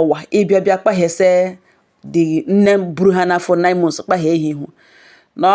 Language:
Igbo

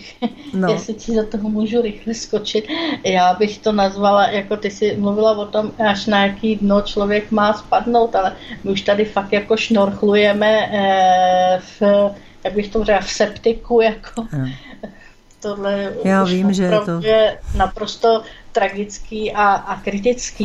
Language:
Czech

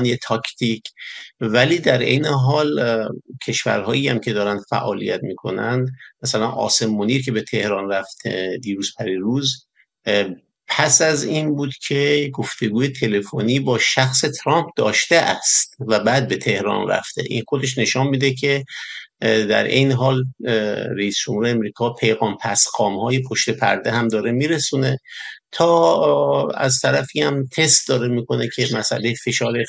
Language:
Persian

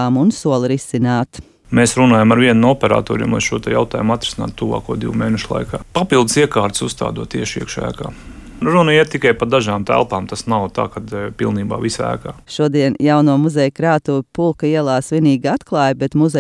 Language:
Latvian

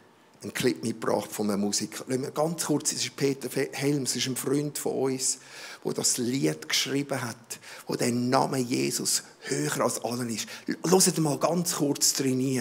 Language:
Swiss German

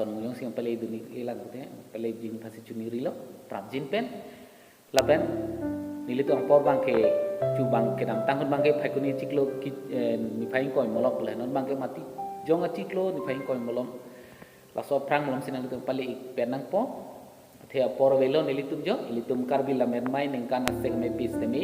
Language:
Karbi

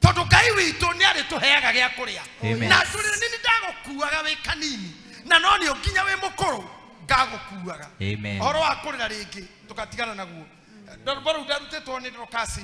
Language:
Kikuyu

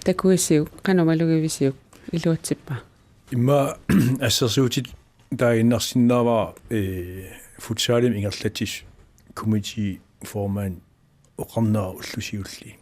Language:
Kalaallisut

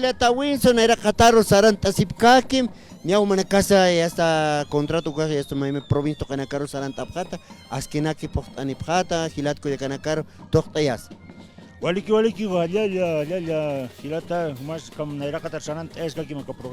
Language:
Aymara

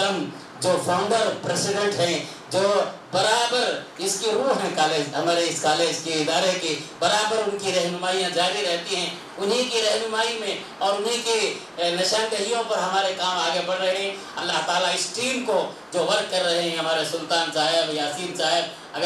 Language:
Urdu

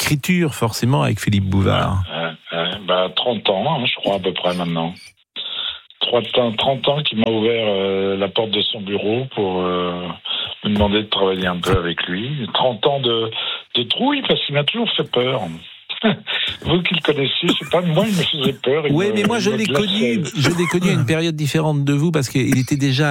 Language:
French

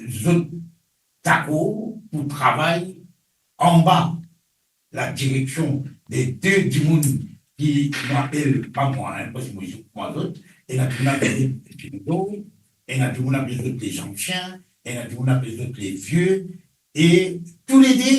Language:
Morisyen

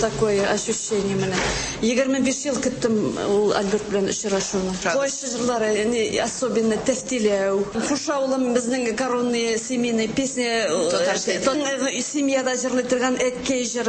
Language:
Tatar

